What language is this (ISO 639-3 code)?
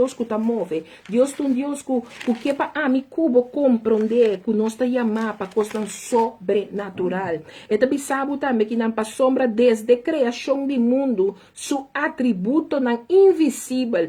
pap